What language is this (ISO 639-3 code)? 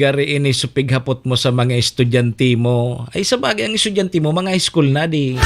bik